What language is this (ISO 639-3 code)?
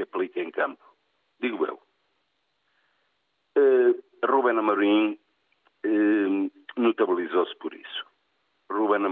por